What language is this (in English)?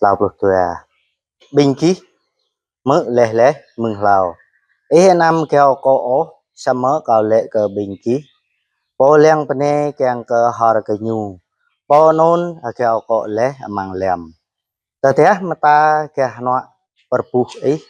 Jarai